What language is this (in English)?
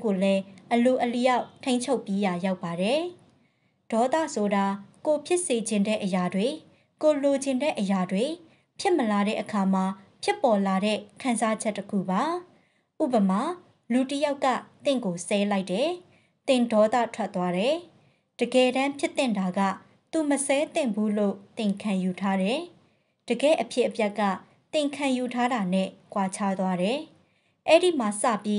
Burmese